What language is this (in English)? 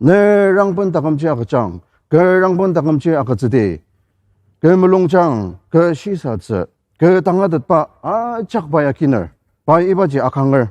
Ao Naga